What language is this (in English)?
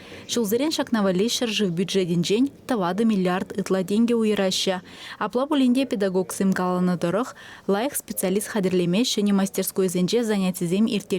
Chuvash